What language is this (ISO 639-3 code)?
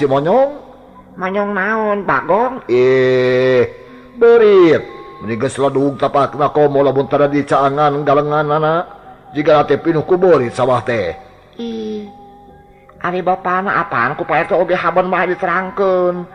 sun